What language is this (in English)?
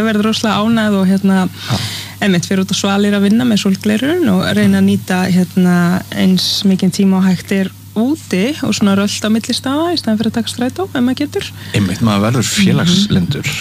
Icelandic